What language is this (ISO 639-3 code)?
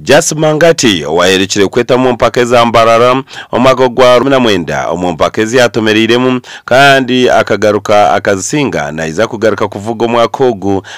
nyn